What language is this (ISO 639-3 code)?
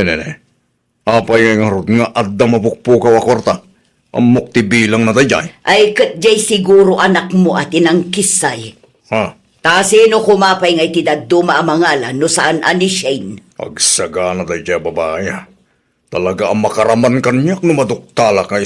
ilo